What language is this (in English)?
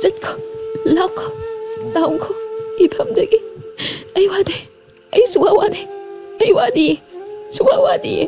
Manipuri